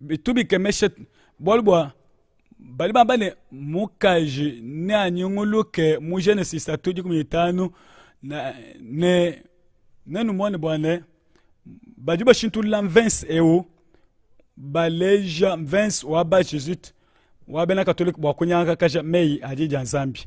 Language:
Luba-Lulua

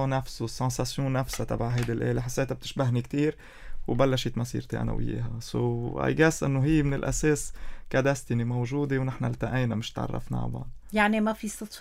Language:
North Levantine Arabic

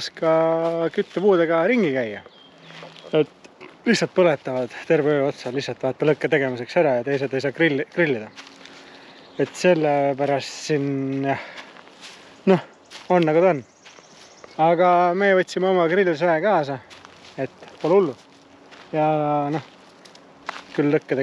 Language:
Estonian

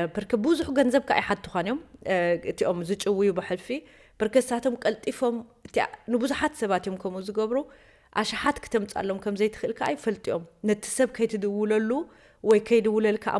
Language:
Tigrinya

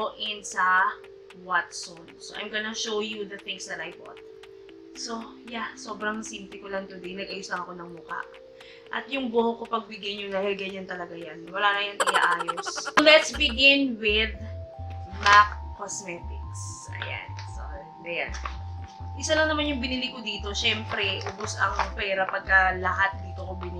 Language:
Filipino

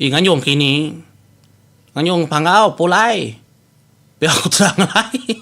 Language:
Iban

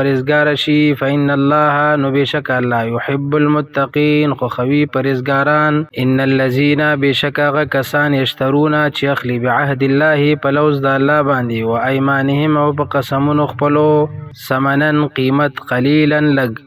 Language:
Pashto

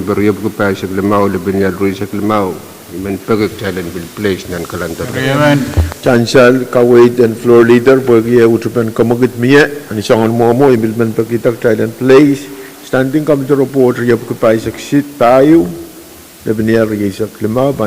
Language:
Pohnpeian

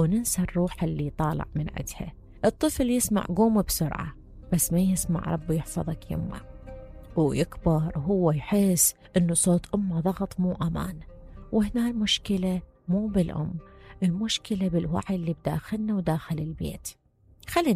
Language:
Mesopotamian Arabic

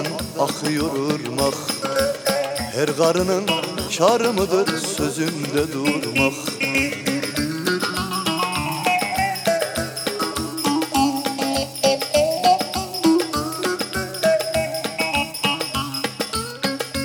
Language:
Turkish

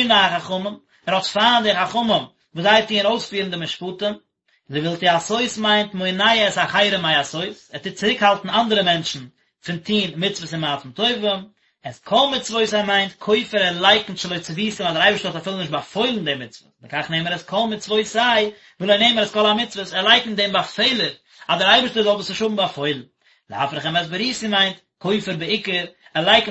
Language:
Yiddish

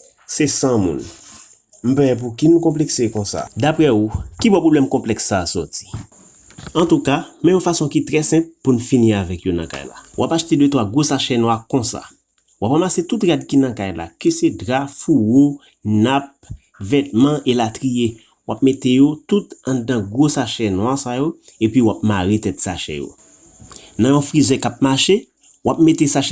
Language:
Haitian Creole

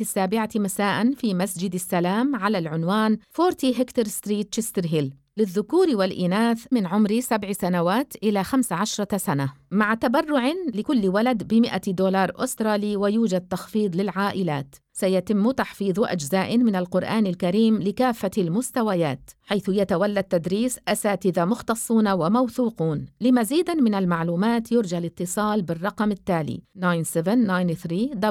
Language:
Arabic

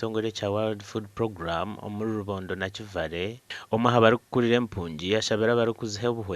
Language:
Nyankole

